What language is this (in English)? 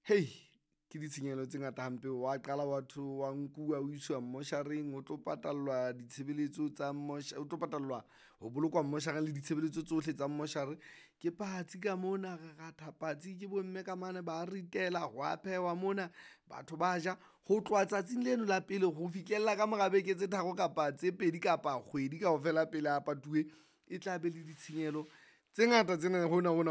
Southern Sotho